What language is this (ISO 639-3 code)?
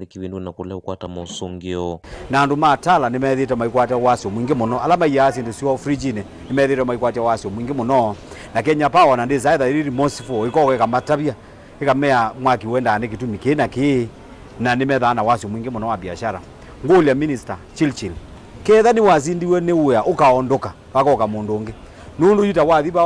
kam